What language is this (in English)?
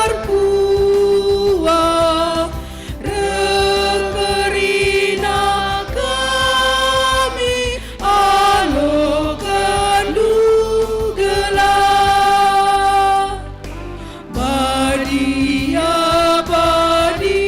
Batak Karo